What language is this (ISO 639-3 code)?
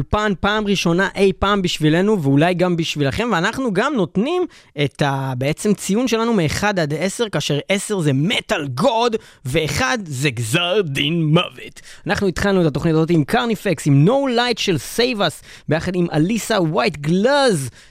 heb